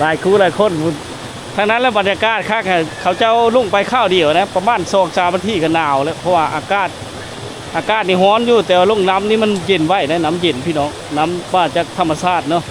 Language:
Lao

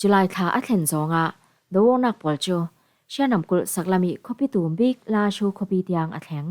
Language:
Falam Chin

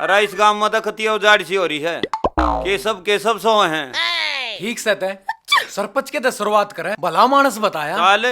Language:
Haryanvi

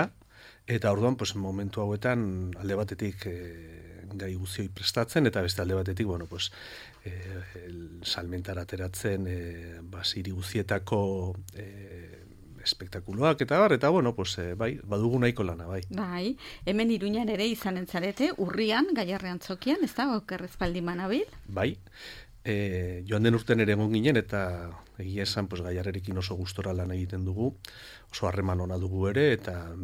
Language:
Basque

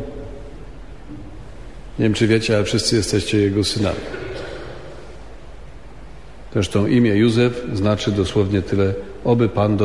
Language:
Polish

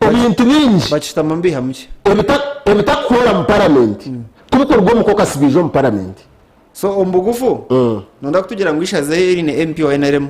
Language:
Nyankole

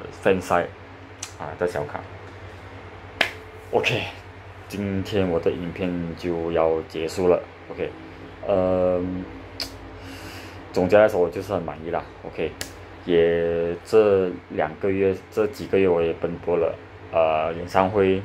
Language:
Chinese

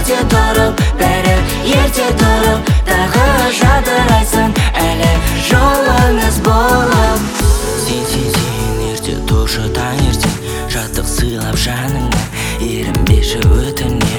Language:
Kazakh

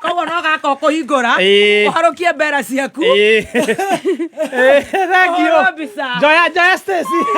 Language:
Kikuyu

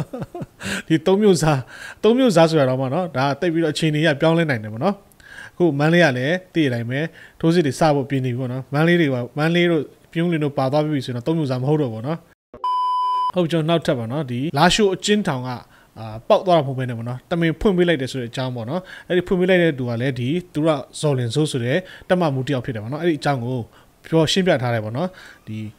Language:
Burmese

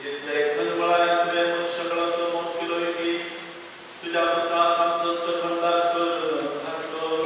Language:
Konkani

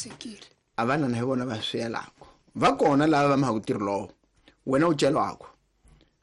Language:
Tsonga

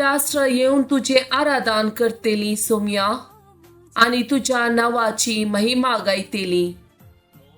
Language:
Konkani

